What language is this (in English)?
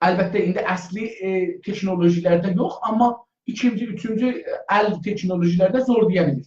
South Azerbaijani